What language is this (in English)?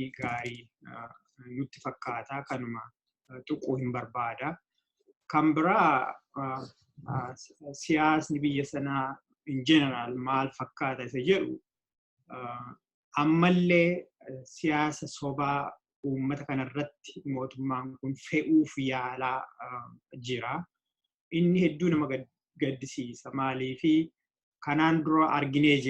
Oromo